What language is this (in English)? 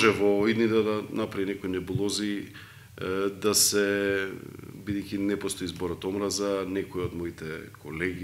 Macedonian